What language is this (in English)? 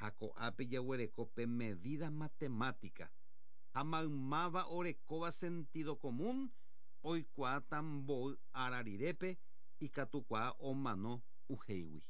Guarani